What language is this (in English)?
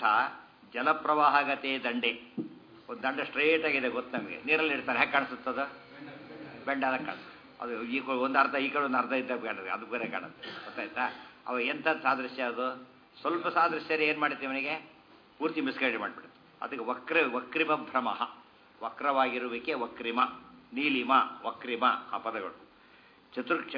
Kannada